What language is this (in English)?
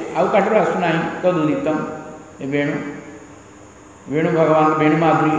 Odia